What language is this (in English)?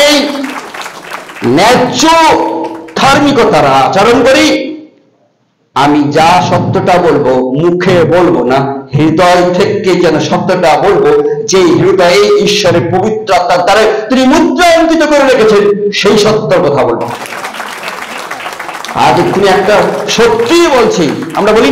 Bangla